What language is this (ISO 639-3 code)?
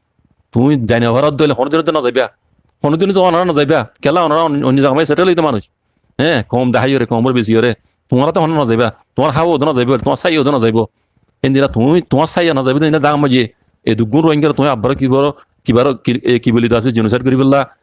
rhg